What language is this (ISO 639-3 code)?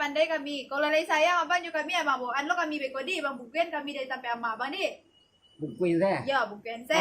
min